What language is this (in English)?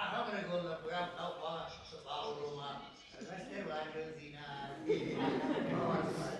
Ossetic